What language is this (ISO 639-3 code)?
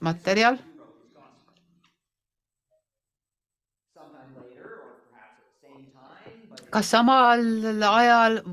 est